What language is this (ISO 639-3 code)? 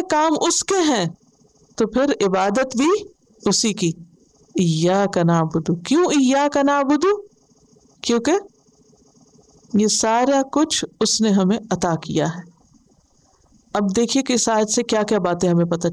urd